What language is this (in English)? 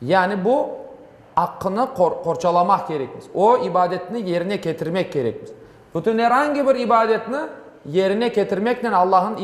Crimean Tatar